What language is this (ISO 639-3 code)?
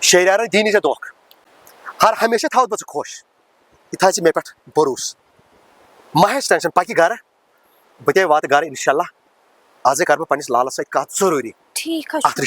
kas